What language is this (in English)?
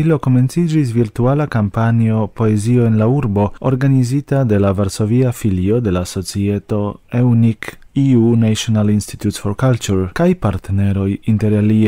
Esperanto